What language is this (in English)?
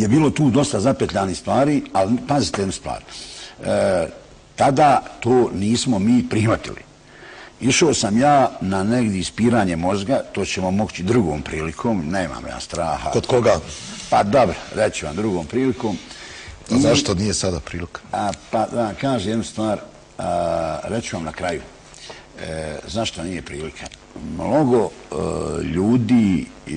Bosnian